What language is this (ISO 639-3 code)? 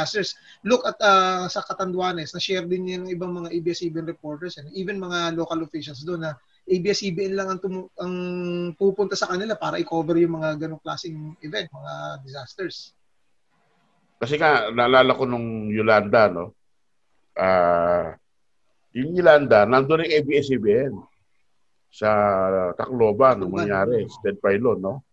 fil